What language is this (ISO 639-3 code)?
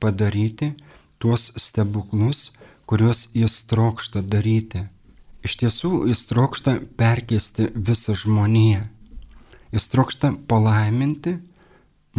lit